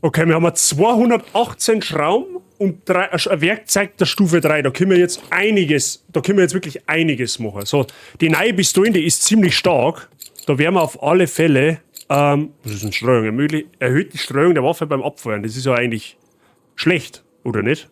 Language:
Bavarian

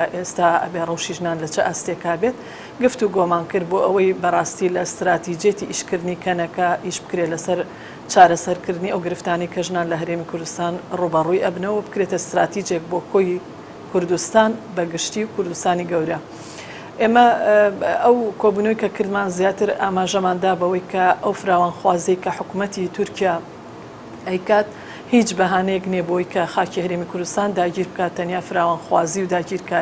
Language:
Central Kurdish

